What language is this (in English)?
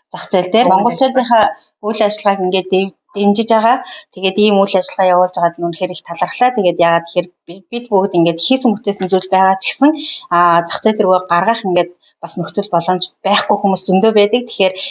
Mongolian